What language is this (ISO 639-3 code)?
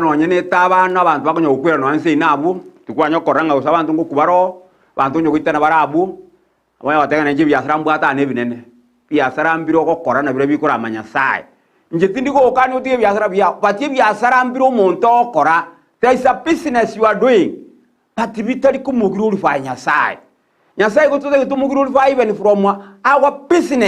guz